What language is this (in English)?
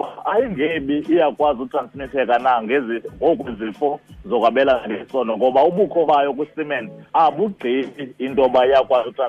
Xhosa